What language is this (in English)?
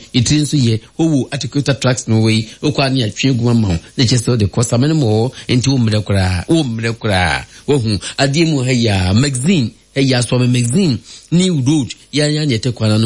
Akan